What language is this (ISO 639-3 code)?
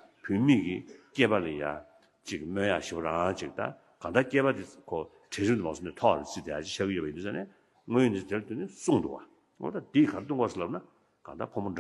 bod